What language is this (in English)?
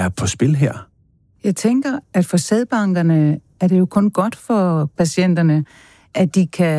Danish